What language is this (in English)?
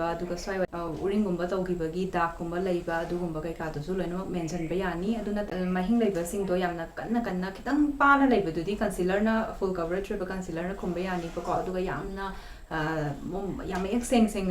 Manipuri